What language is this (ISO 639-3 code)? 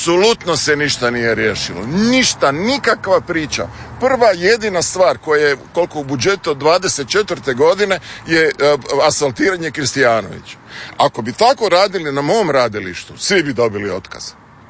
hrv